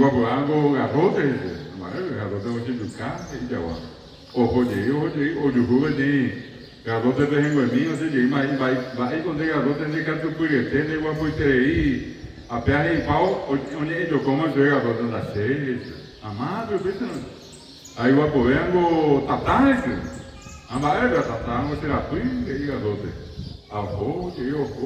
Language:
Guarani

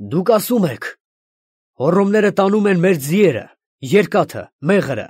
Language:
Armenian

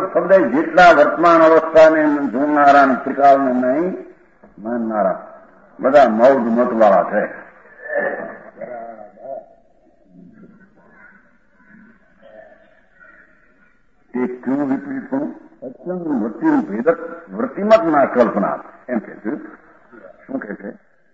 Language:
Gujarati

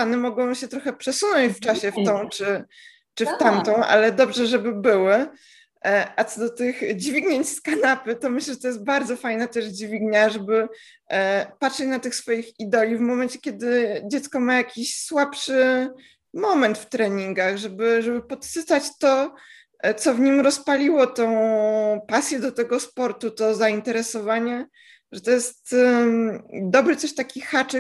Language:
Polish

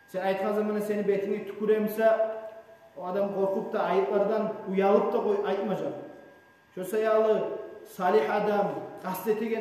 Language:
Kumyk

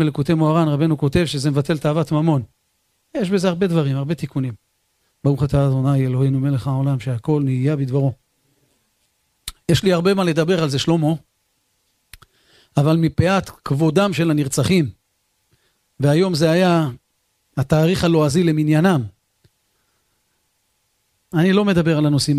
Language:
Hebrew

